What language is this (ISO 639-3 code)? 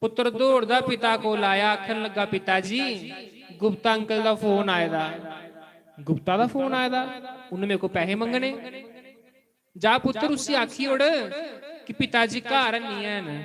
doi